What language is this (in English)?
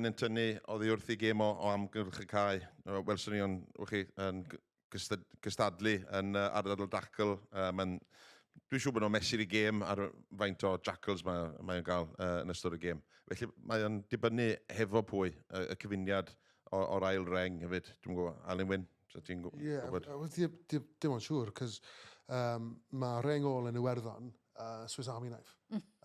Welsh